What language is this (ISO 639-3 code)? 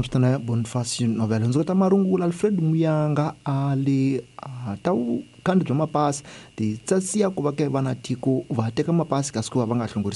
tso